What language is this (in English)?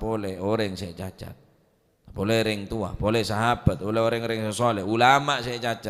Madurese